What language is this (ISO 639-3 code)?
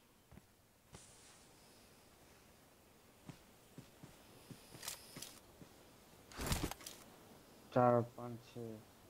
hin